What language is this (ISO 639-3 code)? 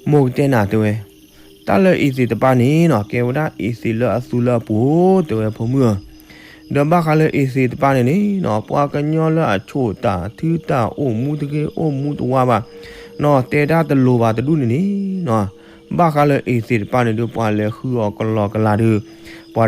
ksw